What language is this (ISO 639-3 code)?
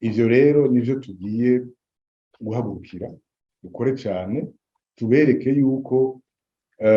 run